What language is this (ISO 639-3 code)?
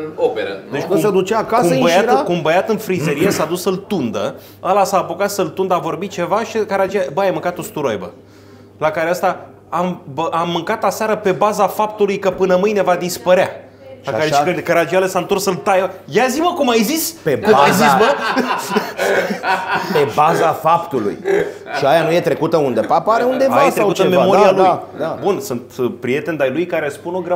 ron